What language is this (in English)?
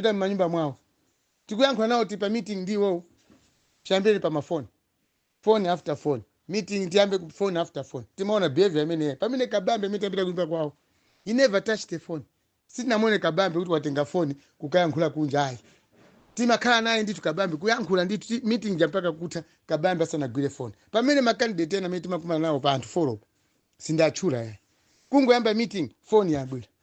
Nyanja